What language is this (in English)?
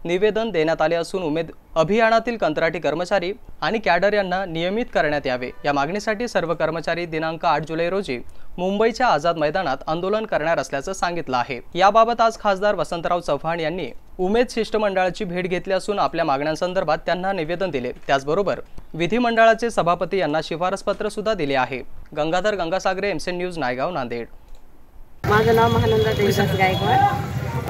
Marathi